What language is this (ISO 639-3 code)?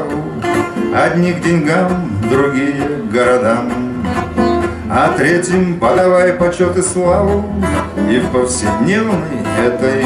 rus